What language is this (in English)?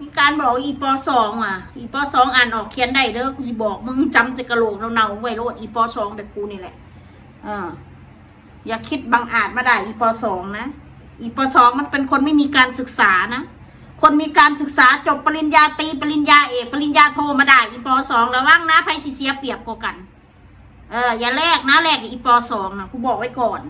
Northeastern Thai